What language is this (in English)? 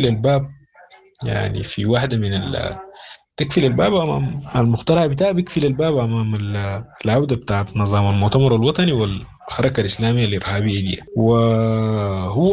Sudanese Arabic